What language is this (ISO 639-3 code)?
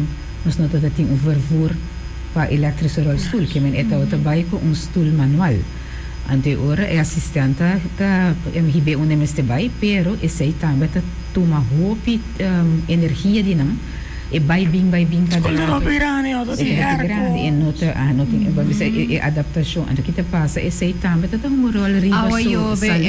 pap